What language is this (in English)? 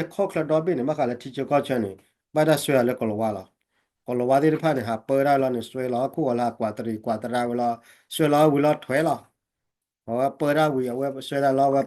S'gaw Karen